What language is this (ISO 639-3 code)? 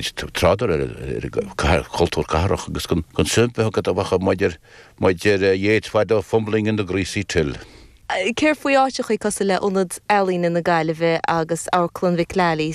gle